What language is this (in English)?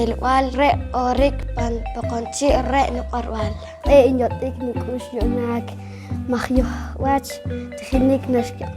Poqomchi'